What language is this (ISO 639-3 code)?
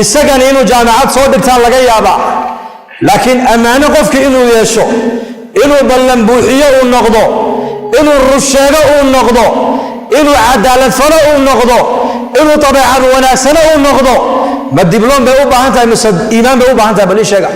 som